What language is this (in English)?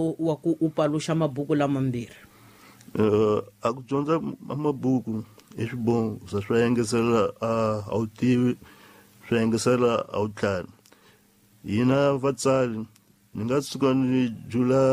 Tsonga